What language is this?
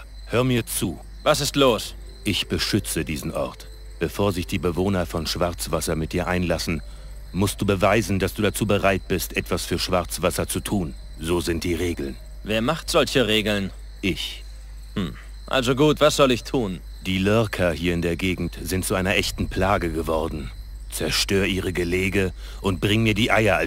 Bavarian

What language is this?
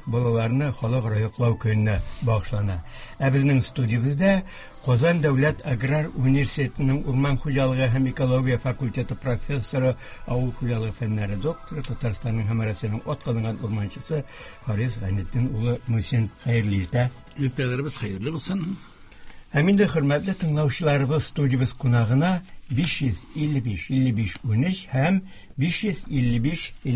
Tatar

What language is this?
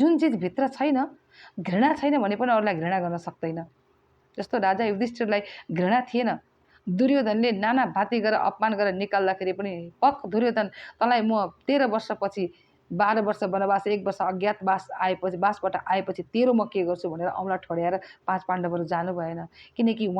Nepali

